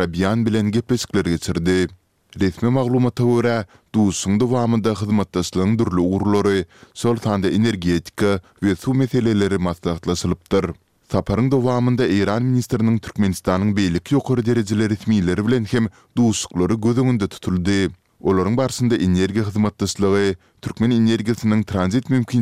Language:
Turkmen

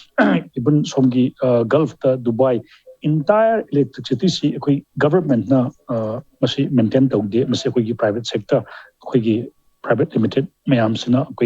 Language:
Manipuri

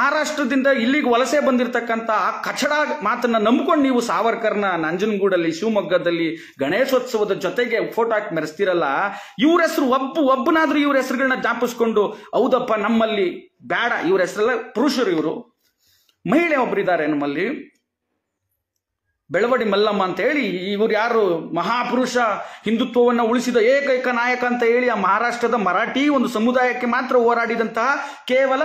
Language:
Kannada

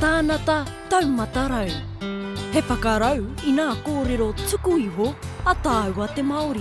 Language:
Māori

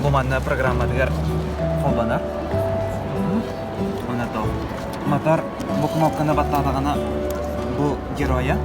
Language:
Yakut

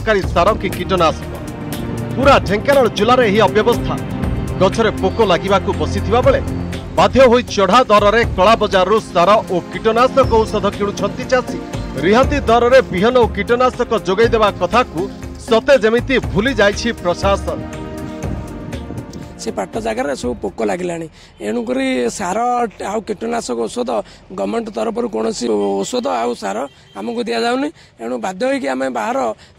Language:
Odia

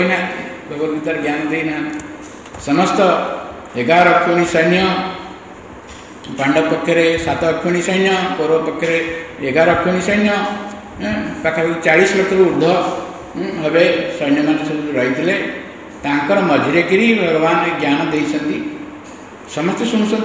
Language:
Odia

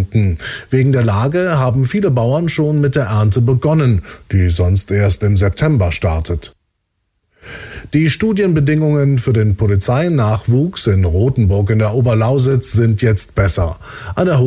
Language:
German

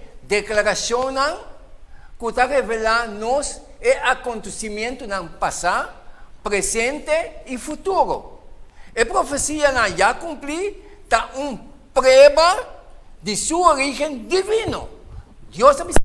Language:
Papiamento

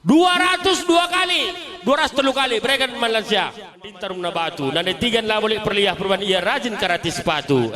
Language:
Batak Karo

